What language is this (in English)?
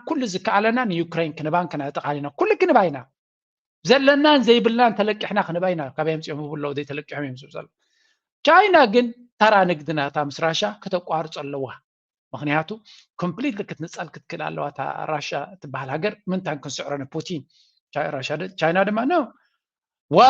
Tigrinya